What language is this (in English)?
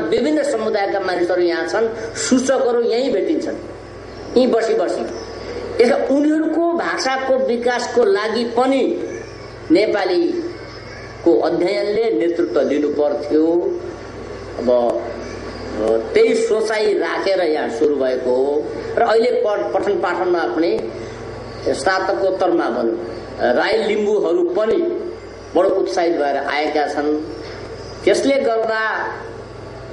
Nepali